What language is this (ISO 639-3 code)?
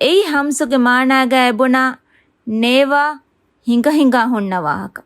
div